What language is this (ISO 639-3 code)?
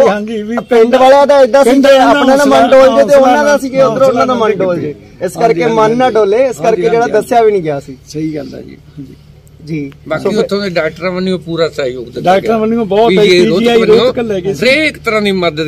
pan